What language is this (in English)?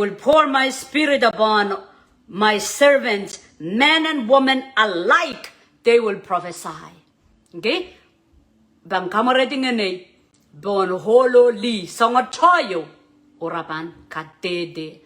Pohnpeian